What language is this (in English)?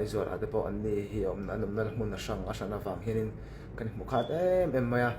Mizo